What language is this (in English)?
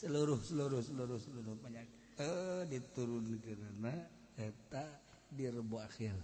Sundanese